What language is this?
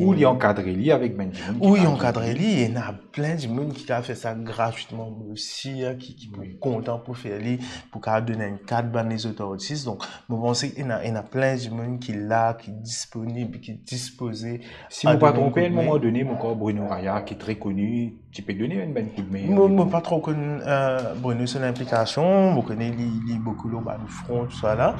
Morisyen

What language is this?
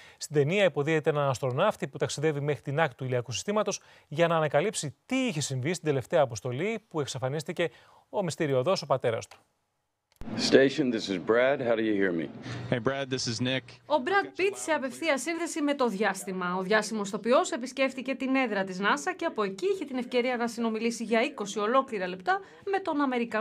Greek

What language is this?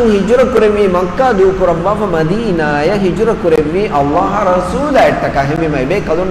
Divehi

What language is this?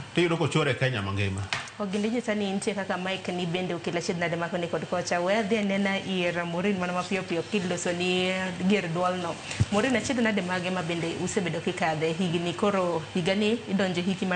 Luo (Kenya and Tanzania)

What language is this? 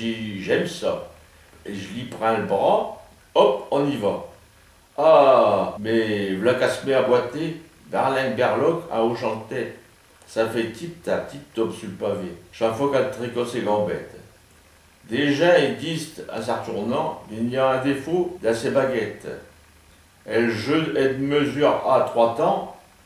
Picard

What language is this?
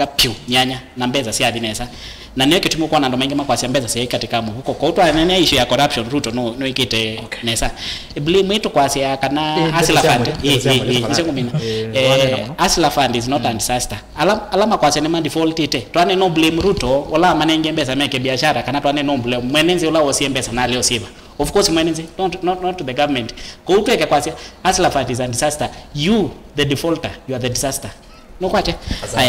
Kamba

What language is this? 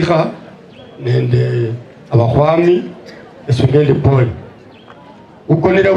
Swahili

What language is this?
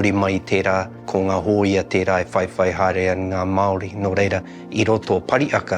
Māori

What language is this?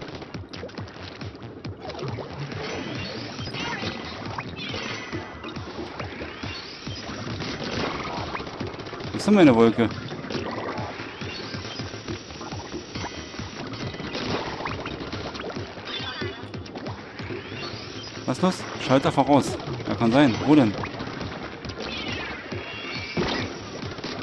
German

